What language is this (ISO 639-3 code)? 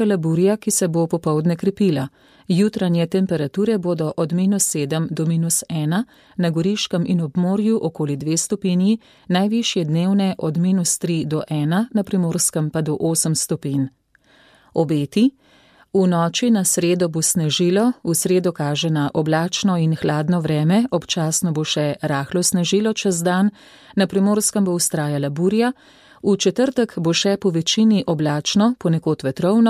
slv